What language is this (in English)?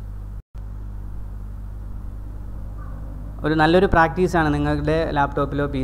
Malayalam